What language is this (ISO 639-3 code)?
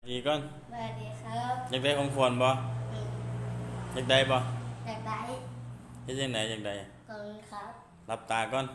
tts